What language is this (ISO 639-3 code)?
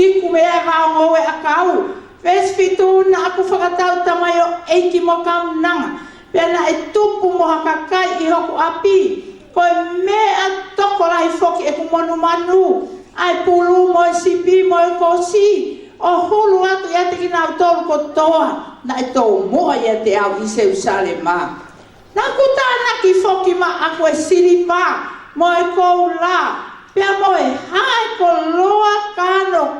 ton